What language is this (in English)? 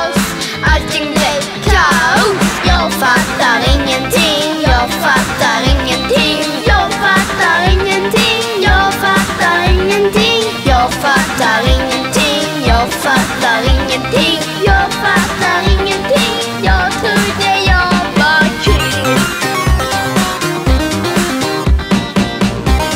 Swedish